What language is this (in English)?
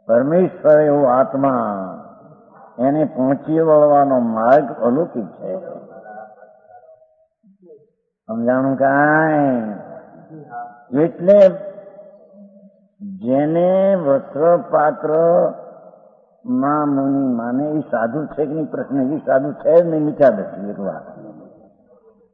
Gujarati